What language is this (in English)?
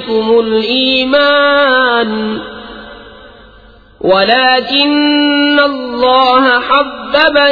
Urdu